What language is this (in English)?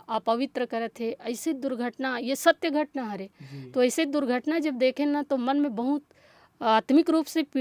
Chhattisgarhi